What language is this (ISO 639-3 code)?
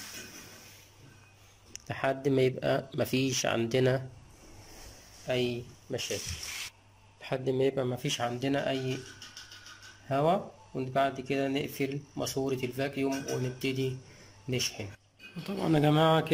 arz